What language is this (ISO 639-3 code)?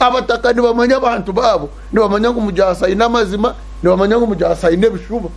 nyn